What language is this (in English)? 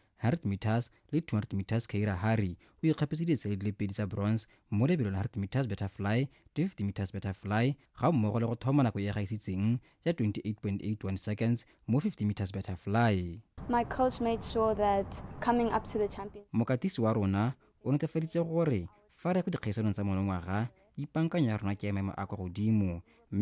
Tswana